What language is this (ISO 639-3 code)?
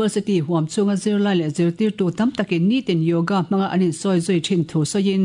lus